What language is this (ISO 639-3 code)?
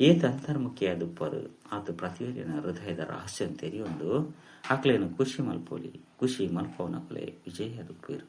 tcy